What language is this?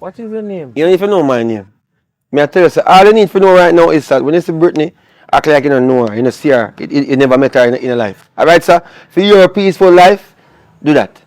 Jamaican Creole English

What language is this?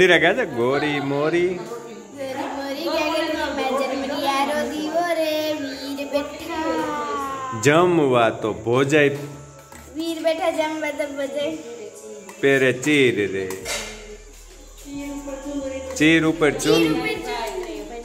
Gujarati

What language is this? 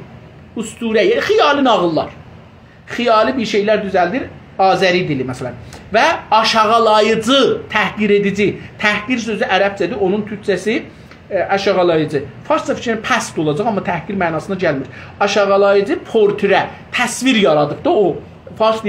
South Azerbaijani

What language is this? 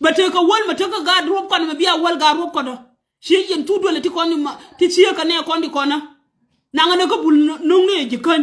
Nuer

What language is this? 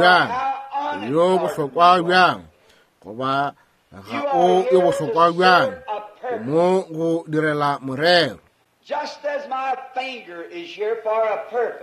Northern Sotho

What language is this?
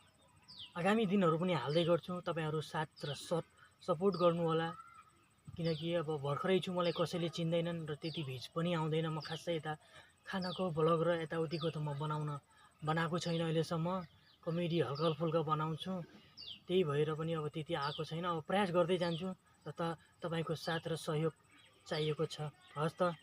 Nepali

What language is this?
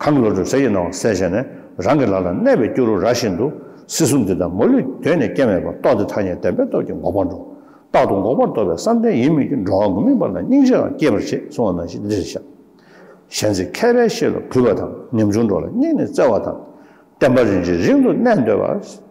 Tibetan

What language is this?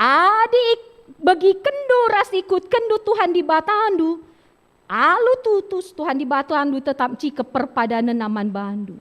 Batak Karo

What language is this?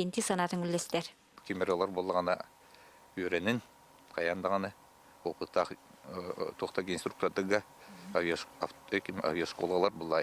Yakut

